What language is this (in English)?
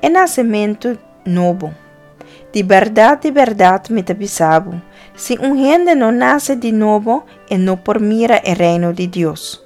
Papiamento